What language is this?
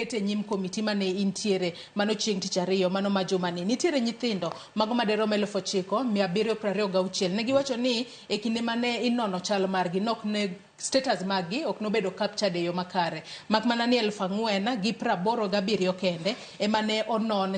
Luo (Kenya and Tanzania)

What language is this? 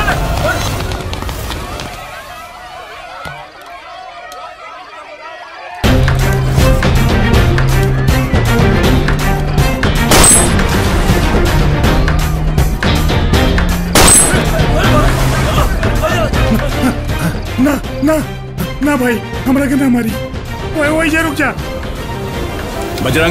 Bhojpuri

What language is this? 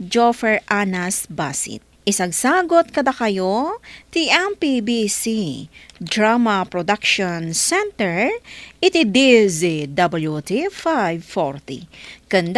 Iloko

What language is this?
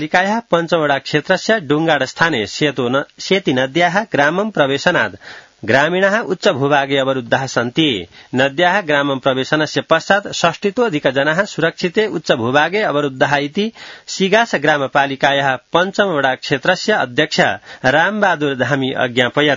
Sanskrit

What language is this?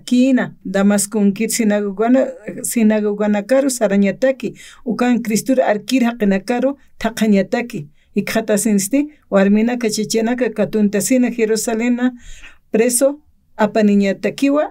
Aymara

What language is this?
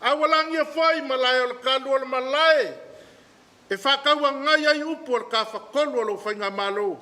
Samoan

